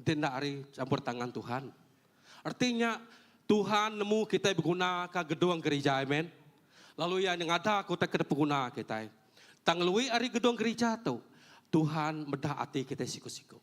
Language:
Iban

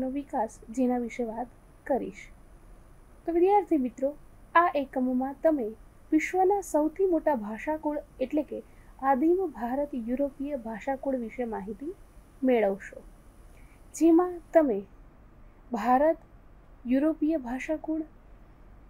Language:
Gujarati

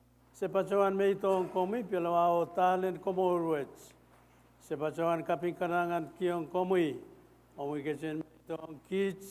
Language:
Pohnpeian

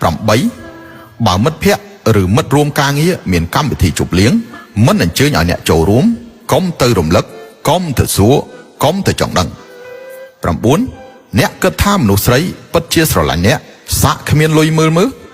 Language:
Khmer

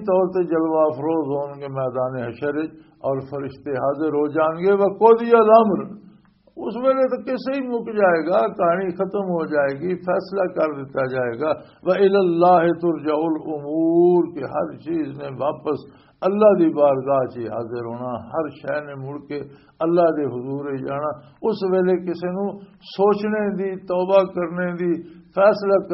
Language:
Western Panjabi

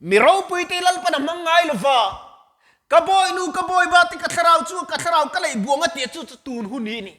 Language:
Mizo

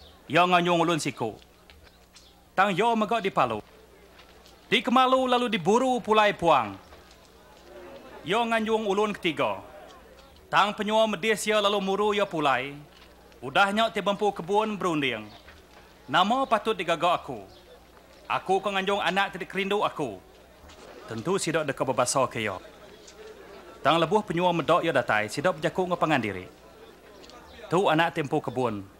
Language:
Iban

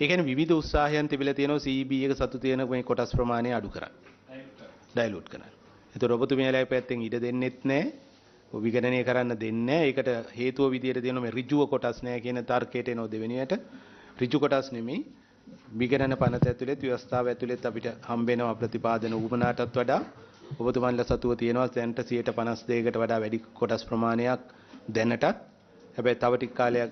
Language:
Sinhala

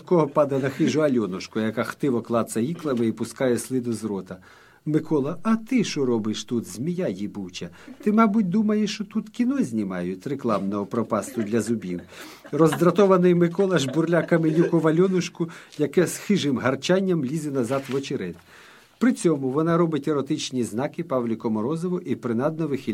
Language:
Ukrainian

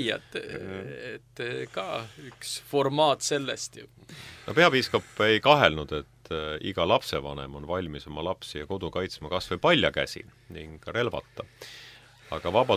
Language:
Estonian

